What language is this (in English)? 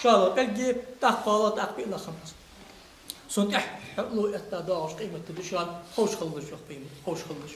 Ingush